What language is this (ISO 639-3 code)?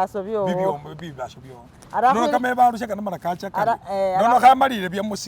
myx